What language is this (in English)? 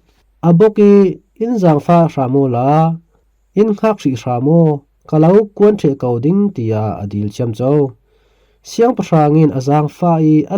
Falam Chin